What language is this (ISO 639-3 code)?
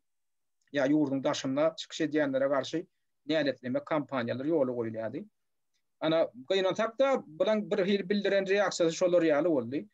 tuk